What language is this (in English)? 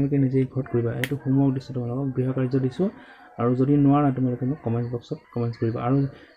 Assamese